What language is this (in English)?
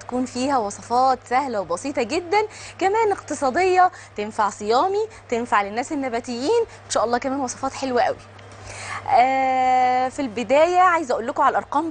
Egyptian Arabic